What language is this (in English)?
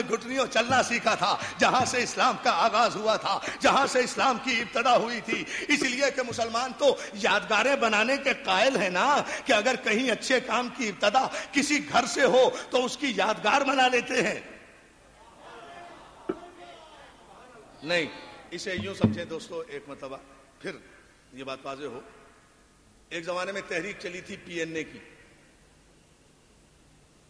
Urdu